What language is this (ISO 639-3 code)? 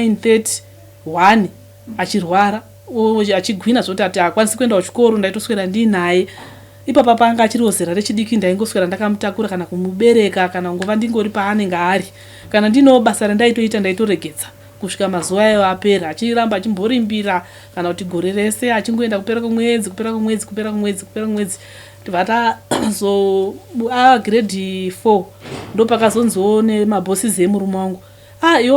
sna